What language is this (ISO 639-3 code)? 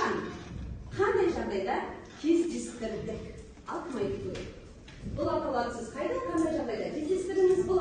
kaz